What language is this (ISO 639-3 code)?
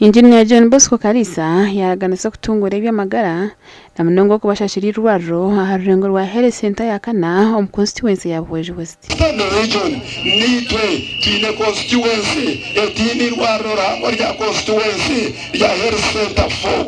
nyn